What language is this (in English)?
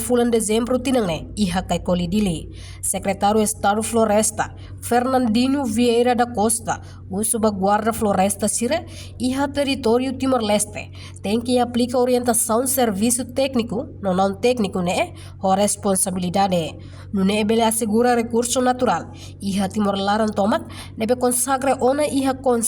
Tetum